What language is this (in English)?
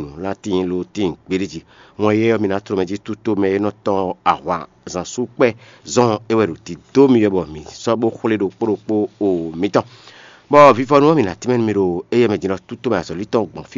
Fon